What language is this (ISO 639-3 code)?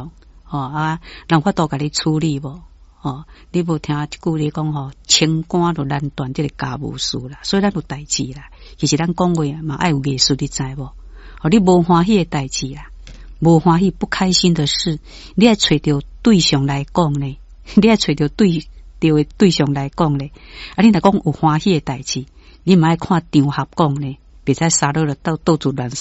nan